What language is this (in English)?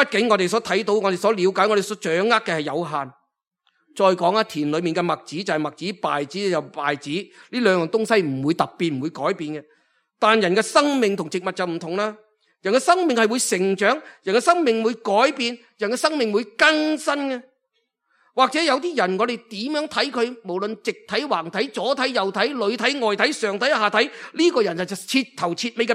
Cantonese